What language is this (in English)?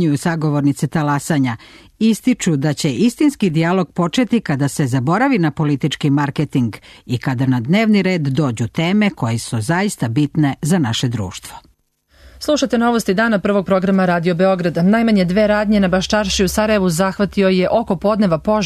Serbian